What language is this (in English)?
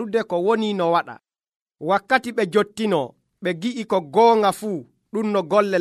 Nigerian Fulfulde